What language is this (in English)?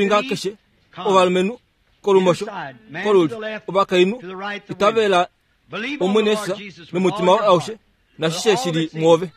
Kuanyama